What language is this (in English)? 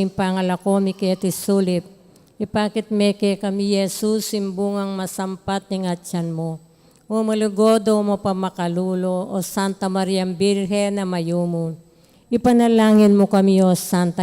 Pampanga